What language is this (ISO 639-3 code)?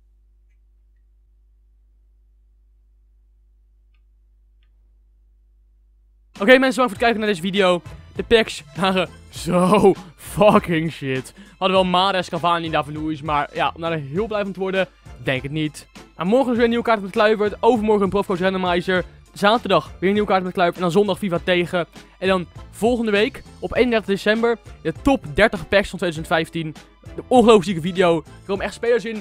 nld